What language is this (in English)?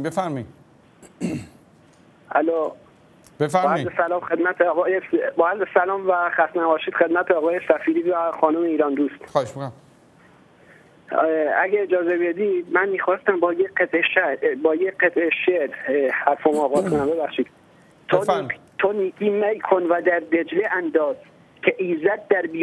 Persian